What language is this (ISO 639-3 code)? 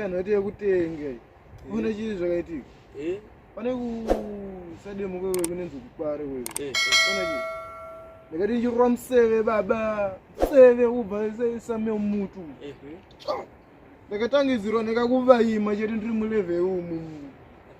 sna